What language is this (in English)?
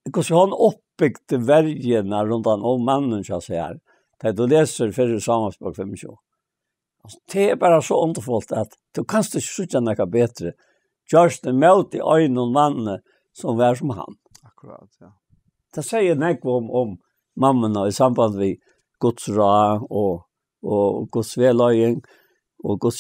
Faroese